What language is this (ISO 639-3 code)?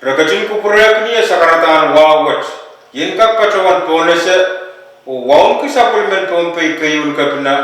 pon